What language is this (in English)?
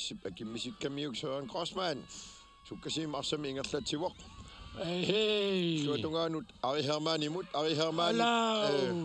Kalaallisut